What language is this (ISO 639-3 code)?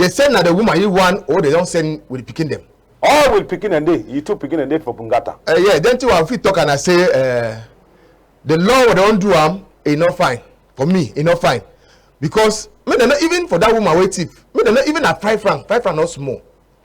wes